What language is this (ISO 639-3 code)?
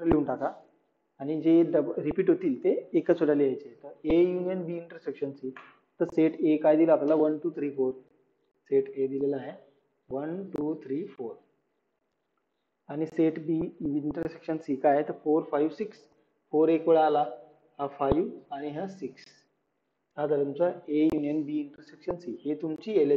mar